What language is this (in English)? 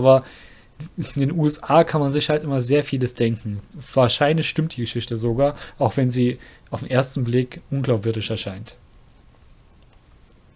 German